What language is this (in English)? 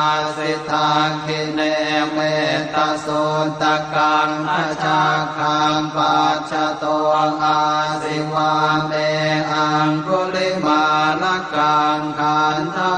Pali